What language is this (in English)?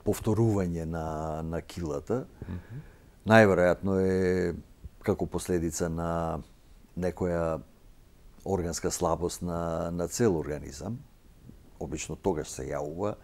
Macedonian